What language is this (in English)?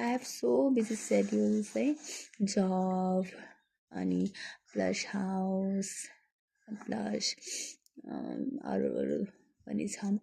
Nepali